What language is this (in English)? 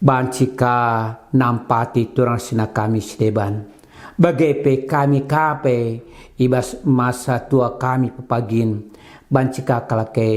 Batak Karo